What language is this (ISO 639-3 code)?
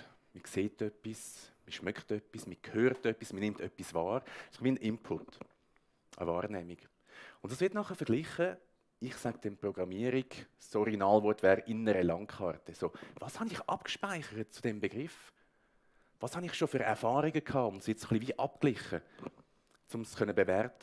gsw